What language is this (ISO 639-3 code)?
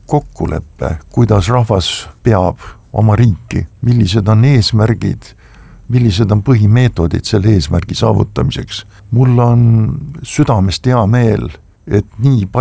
est